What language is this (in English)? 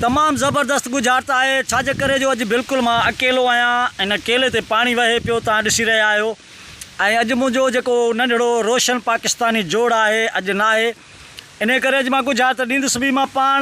Sindhi